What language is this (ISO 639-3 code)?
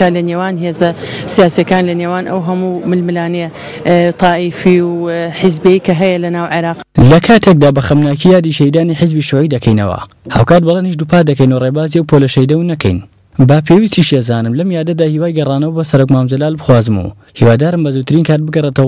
ckb